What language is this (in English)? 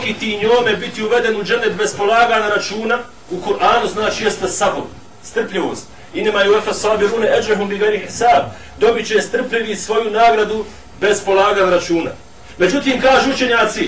Bosnian